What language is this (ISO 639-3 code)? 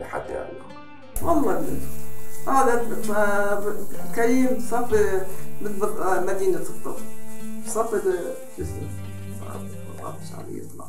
acm